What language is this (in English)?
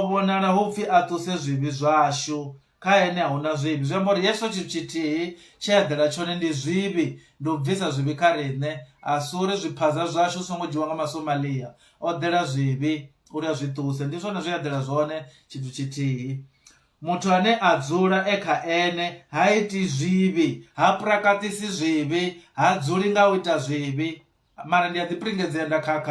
Venda